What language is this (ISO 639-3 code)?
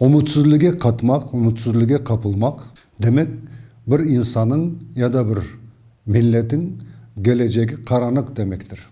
crh